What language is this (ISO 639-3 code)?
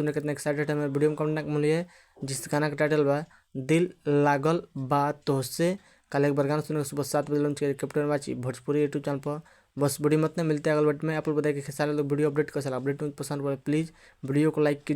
bho